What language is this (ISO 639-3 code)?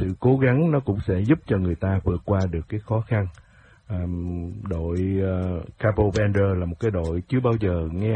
vie